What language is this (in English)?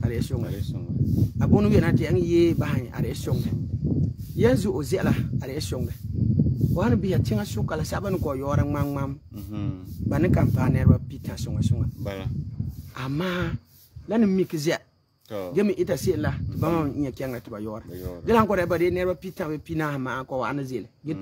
Frafra